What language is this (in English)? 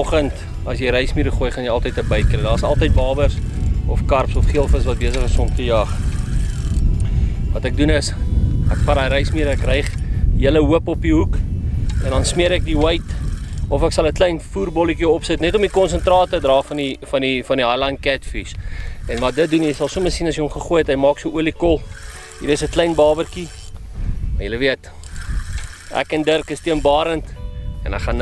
Afrikaans